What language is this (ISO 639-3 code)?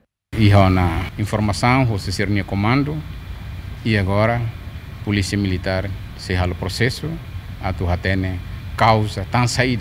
tet